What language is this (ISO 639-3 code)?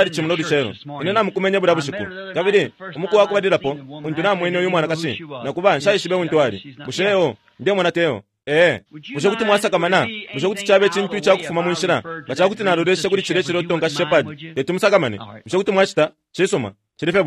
bem